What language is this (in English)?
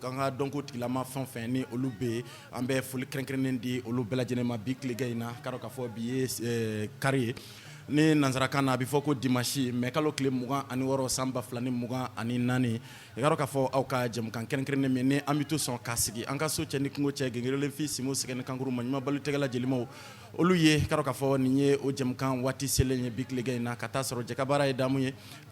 Bambara